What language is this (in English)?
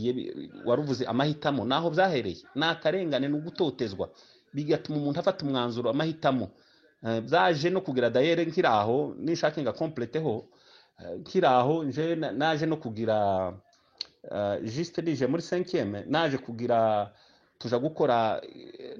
Kinyarwanda